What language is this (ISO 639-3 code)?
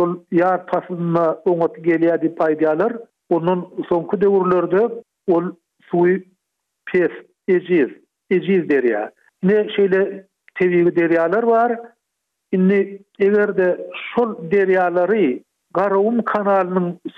tuk